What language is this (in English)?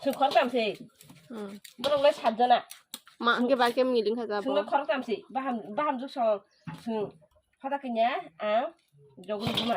Kok Borok